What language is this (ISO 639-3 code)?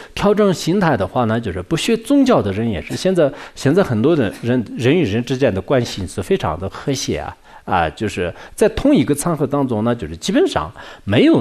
zho